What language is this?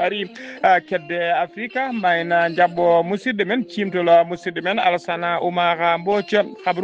Fula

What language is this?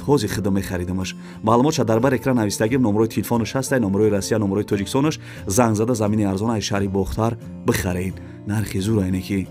Tajik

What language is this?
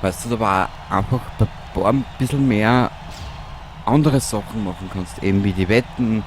Bavarian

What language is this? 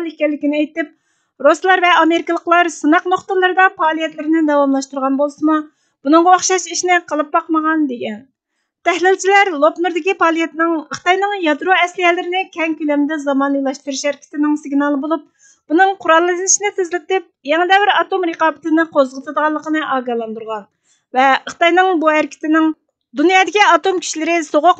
Uyghur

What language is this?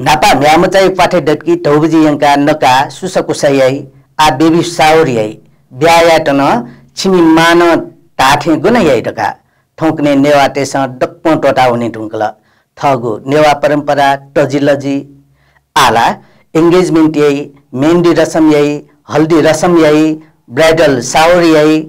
Newari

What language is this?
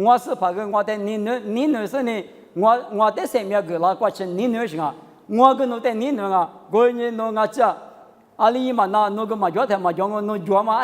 Lisu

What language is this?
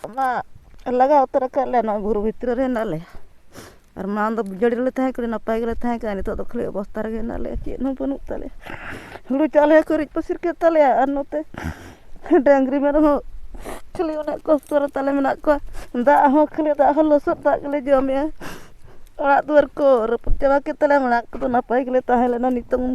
Santali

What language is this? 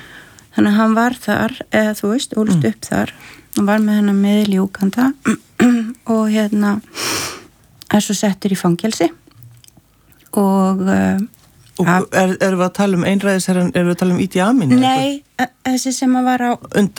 Icelandic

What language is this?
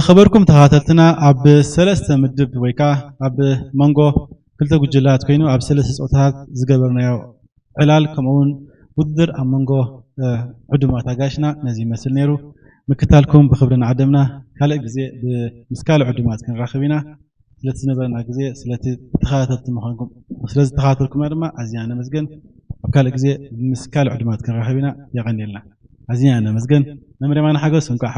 Tigrinya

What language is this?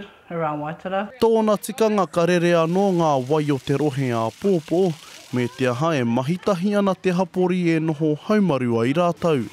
Māori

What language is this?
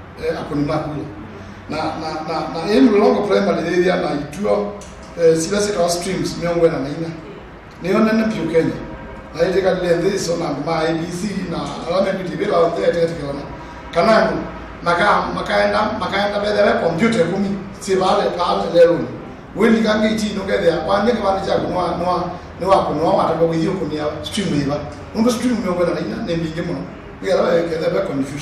Kamba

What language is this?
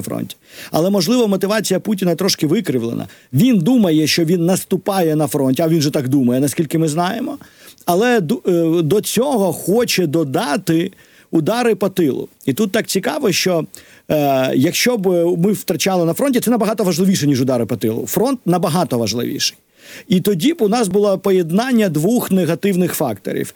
Ukrainian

